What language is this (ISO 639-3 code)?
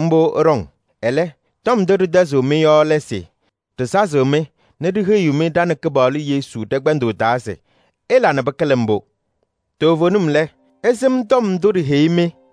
kbp